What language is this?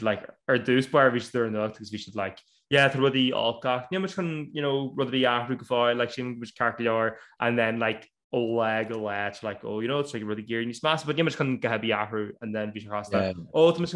Irish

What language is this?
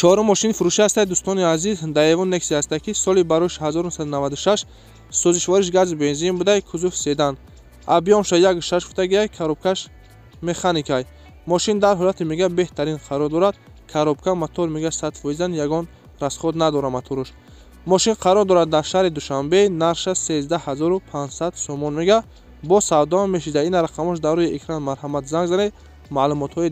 Tajik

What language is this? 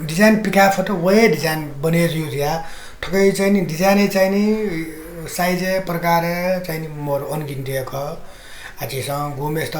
Newari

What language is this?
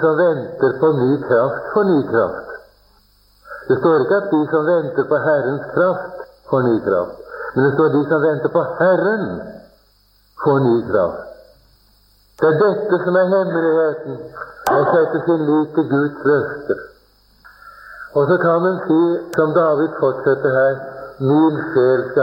Norwegian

